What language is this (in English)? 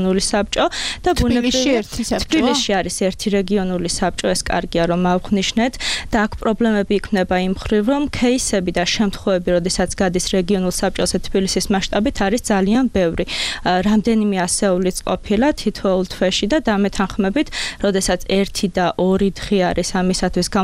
Georgian